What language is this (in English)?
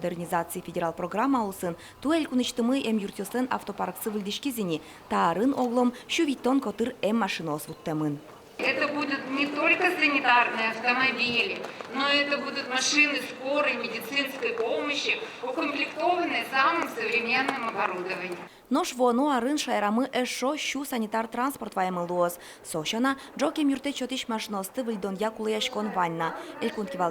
Udmurt